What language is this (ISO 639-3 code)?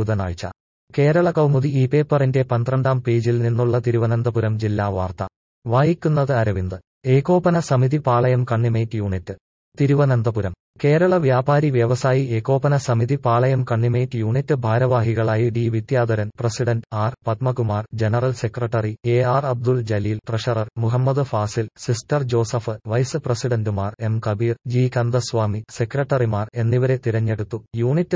mal